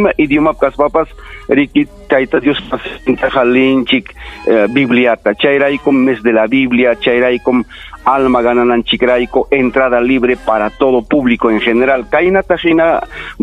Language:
Ayacucho Quechua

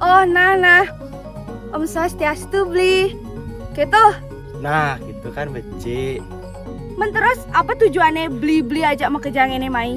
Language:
Balinese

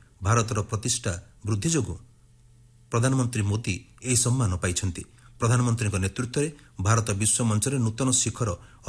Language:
Odia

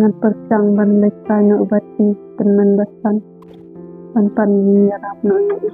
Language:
Khasi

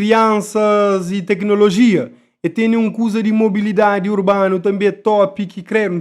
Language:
Kabuverdianu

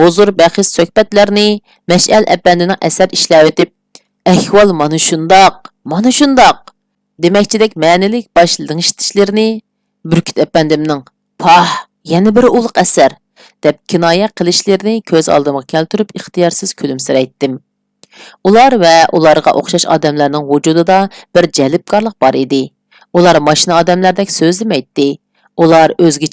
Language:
Uyghur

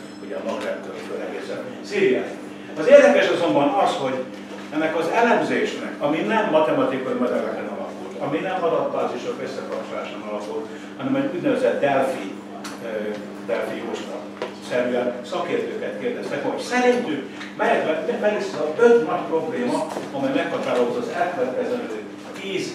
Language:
Hungarian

